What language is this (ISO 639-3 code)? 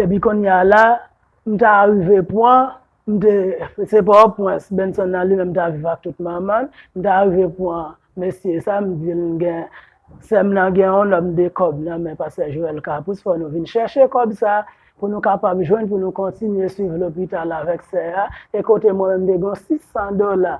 hat